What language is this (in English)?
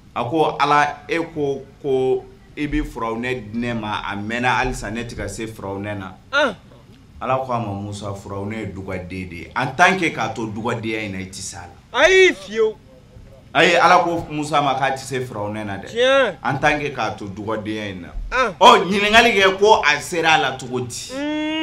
Bambara